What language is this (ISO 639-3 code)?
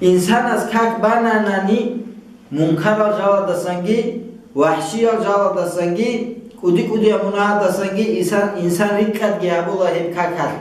ava